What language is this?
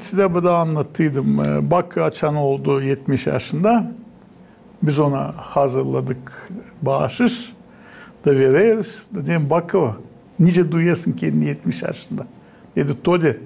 Gagauz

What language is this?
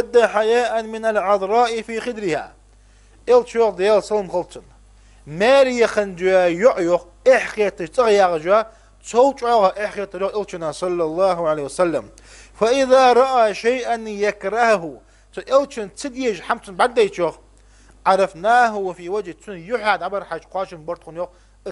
Ingush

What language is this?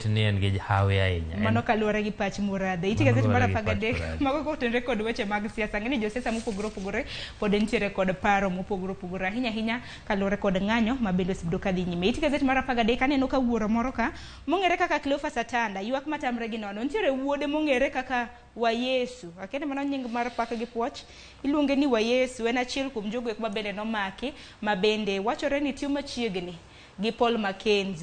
Luo (Kenya and Tanzania)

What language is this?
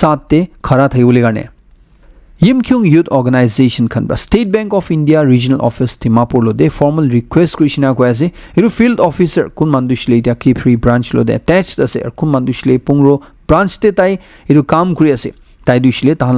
Naga Pidgin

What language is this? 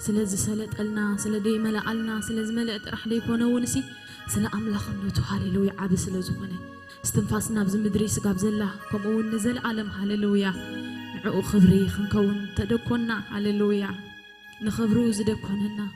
Tigrinya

